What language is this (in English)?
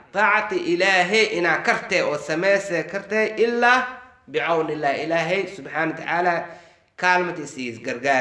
Somali